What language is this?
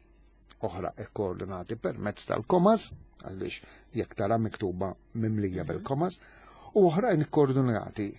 Maltese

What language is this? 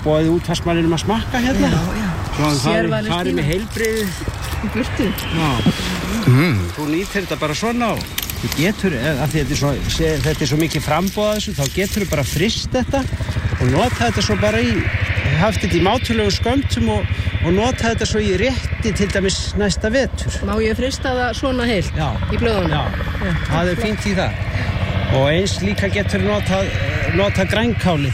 Icelandic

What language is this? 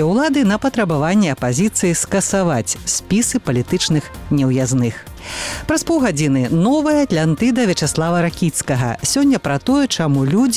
Belarusian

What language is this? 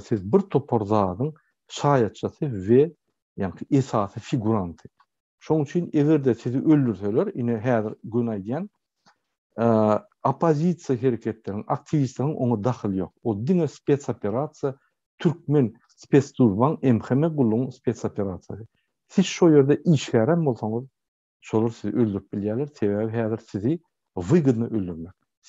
Turkmen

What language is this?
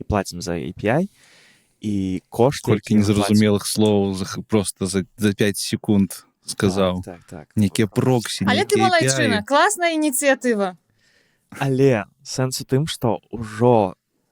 Belarusian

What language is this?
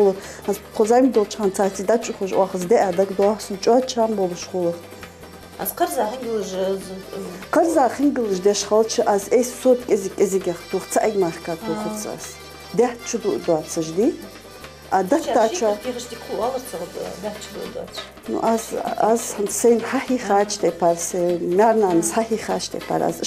Ingush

